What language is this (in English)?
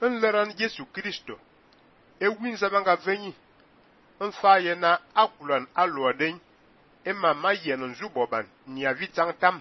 Fang